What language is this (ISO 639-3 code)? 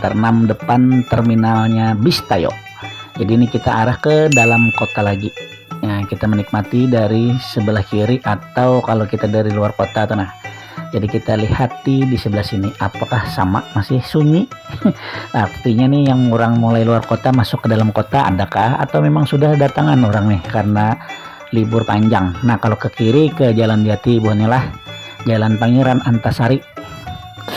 bjn